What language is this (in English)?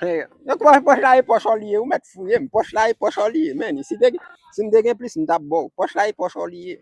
Haitian Creole